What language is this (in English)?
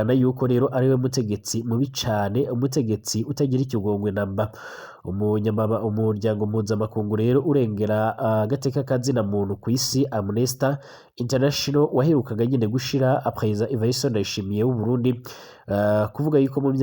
Rundi